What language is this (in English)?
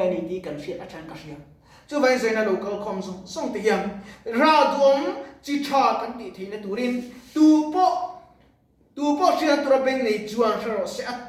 Mizo